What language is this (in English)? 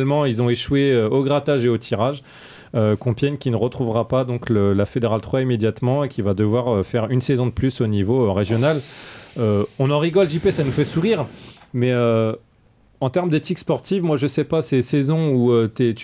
French